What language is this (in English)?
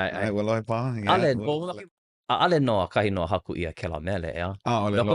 Hawaiian